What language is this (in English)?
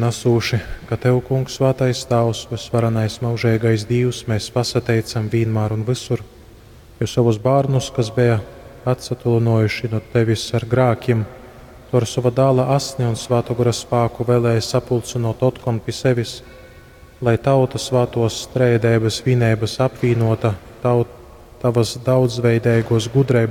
Latgalian